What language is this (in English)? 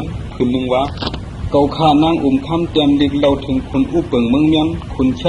Shan